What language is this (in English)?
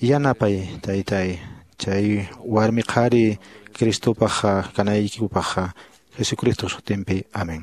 Quechua